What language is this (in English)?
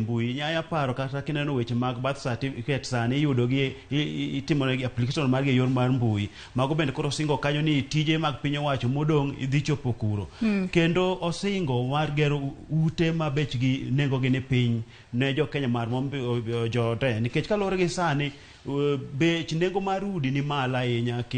Luo (Kenya and Tanzania)